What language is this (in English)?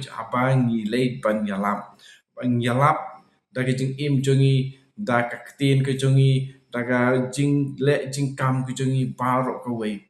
Khasi